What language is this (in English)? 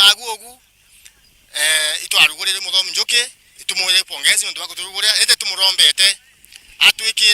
Meru